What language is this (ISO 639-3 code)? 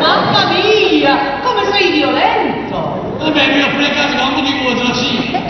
nap